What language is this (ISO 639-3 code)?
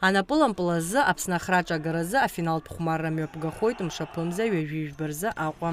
abk